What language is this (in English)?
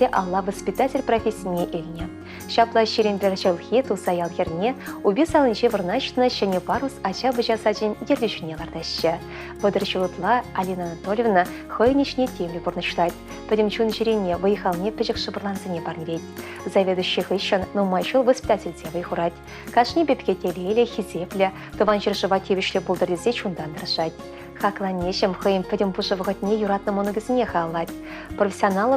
Chuvash